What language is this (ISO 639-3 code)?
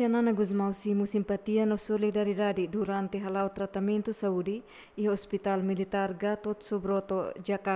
tet